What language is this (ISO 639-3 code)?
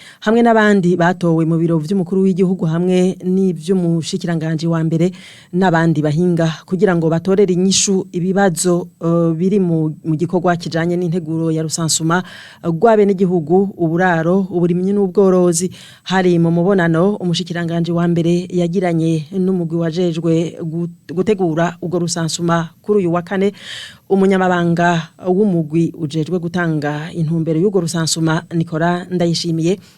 run